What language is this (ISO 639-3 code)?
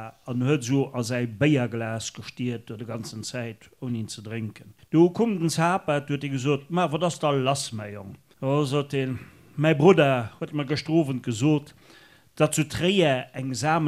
ltz